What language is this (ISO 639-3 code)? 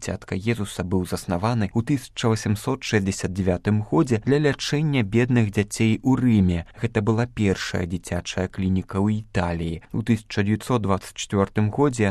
bel